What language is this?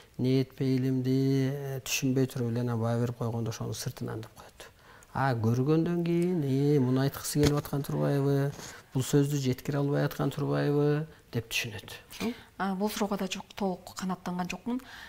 Kyrgyz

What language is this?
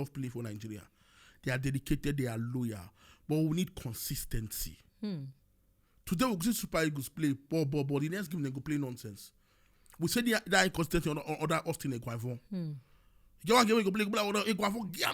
Nigerian Pidgin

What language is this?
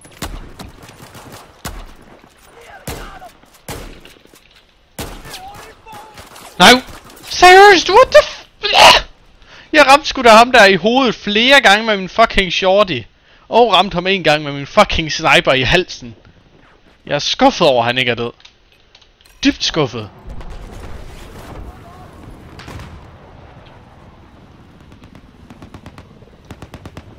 Danish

